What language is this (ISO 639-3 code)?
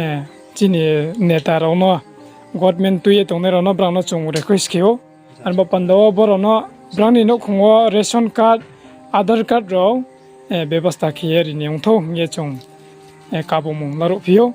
ria